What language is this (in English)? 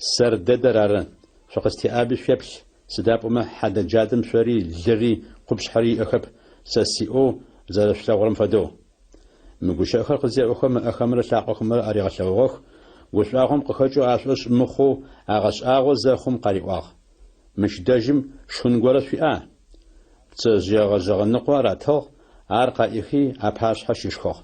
Adyghe